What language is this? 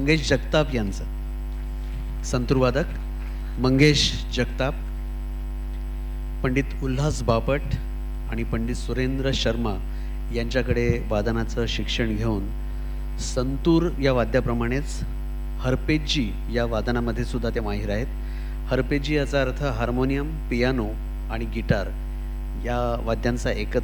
Marathi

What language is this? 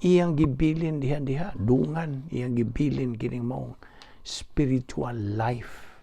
Cebuano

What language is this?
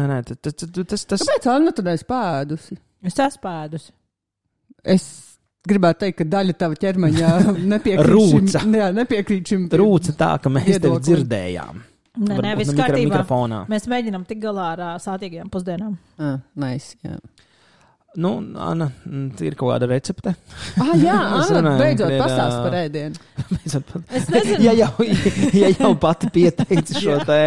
Latvian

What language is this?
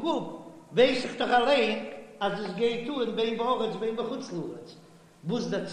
Yiddish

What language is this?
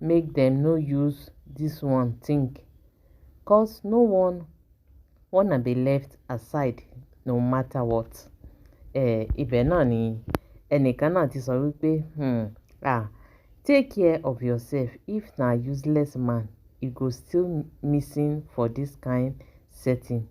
Yoruba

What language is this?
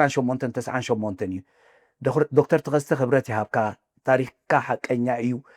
Tigrinya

